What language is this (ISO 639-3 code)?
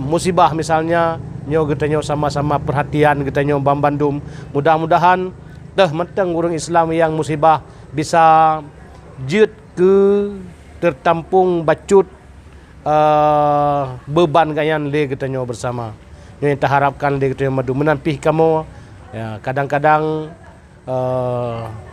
ace